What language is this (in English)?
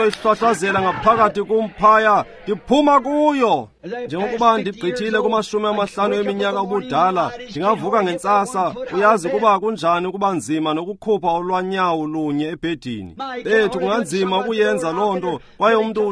Xhosa